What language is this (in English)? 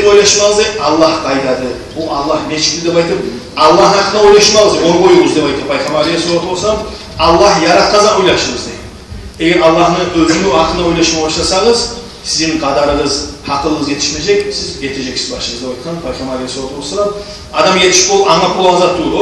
Kumyk